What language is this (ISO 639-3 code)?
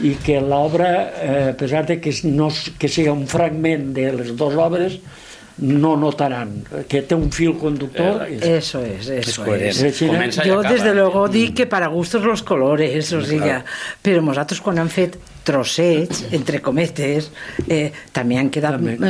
cat